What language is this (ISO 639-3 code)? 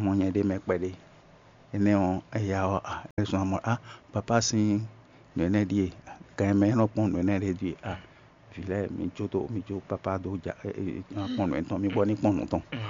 fon